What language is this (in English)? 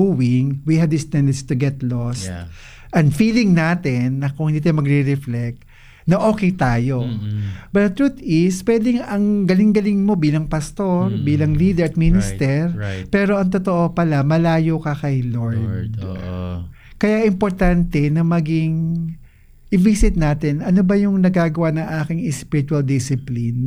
Filipino